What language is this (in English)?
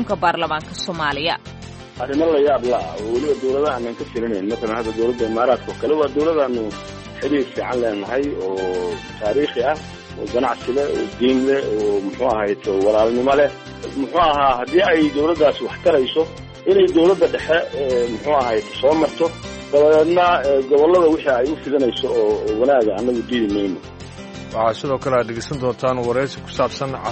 Somali